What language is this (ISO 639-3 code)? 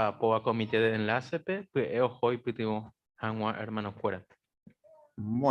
grn